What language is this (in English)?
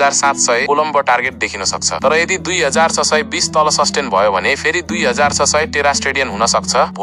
Nepali